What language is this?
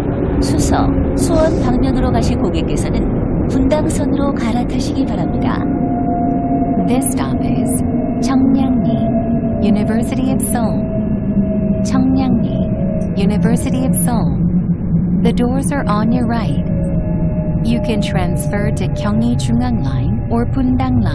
Korean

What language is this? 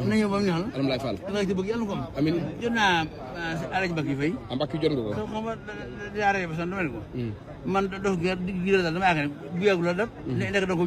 Wolof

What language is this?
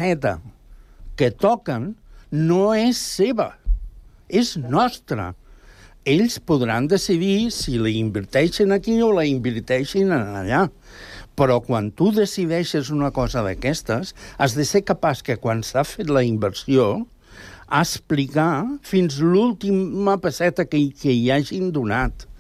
Catalan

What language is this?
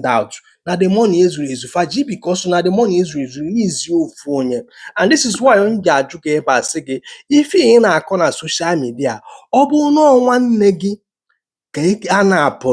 Igbo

